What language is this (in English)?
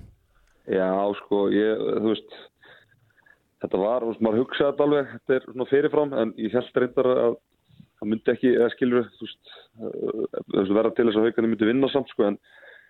Icelandic